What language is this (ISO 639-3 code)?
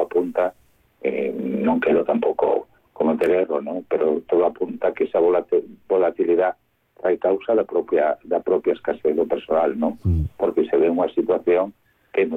glg